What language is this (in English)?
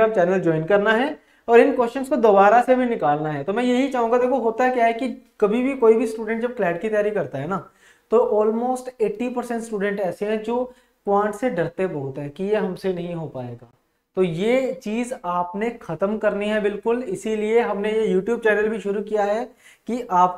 Hindi